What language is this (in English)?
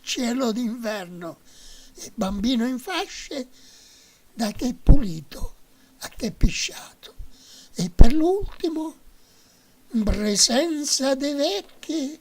Sicilian